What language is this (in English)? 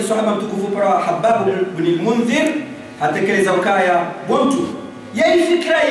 Ngazidja Comorian